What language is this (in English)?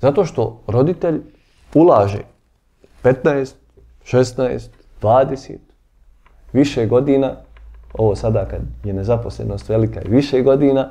Bosnian